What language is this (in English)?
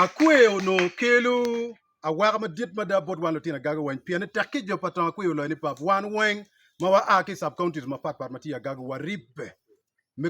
Acoli